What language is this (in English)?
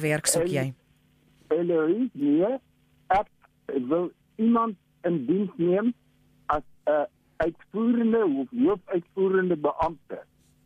Afrikaans